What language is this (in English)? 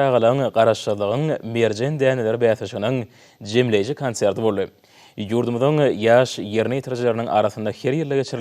Turkmen